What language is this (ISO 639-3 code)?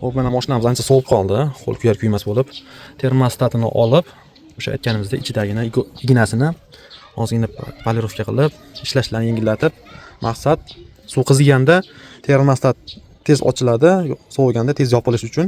uzb